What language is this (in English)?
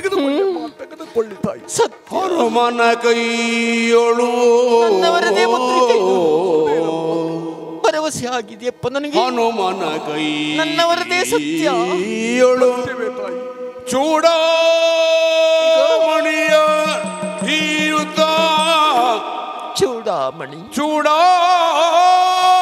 Kannada